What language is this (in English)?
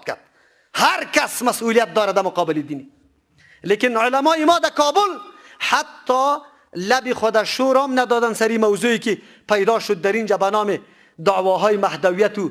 Persian